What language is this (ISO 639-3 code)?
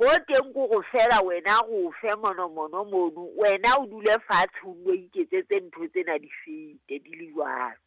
sot